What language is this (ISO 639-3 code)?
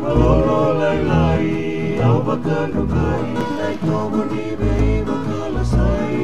fij